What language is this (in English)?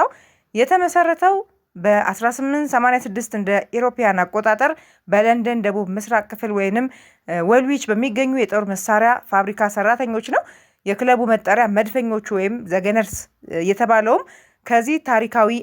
Amharic